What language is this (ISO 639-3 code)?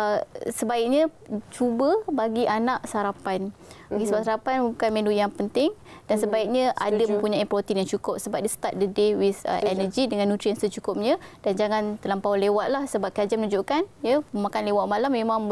msa